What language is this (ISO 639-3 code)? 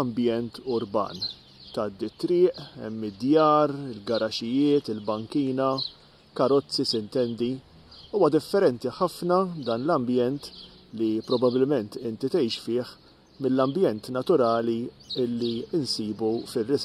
mlt